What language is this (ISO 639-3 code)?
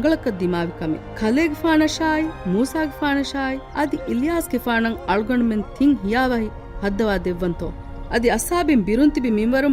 div